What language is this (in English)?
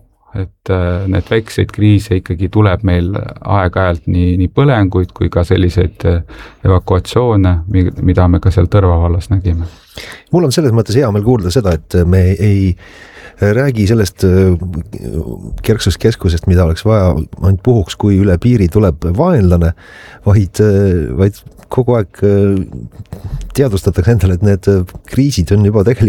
Estonian